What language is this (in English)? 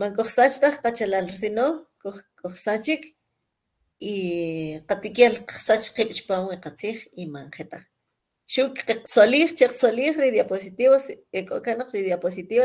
Kʼicheʼ